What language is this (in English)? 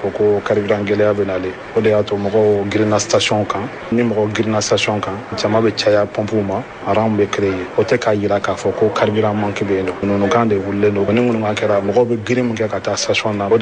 Bambara